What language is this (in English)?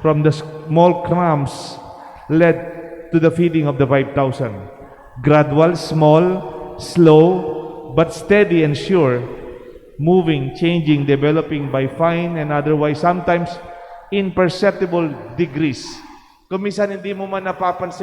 Pampanga